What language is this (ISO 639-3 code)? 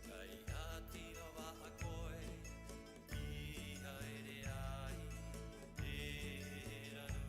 rap